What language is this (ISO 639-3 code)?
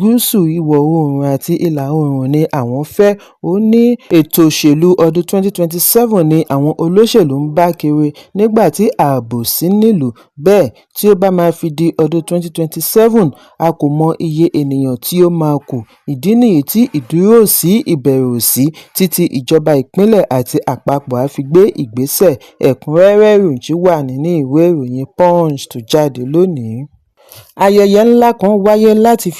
yor